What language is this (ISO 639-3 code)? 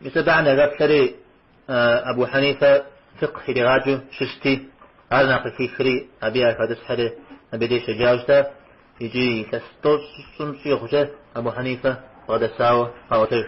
kbd